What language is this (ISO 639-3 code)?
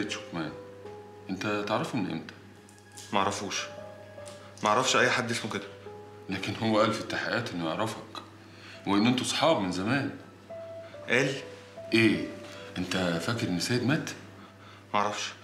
arz